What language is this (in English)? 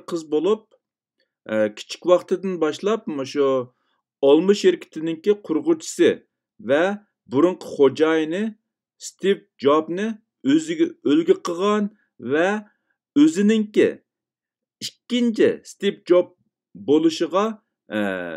Uyghur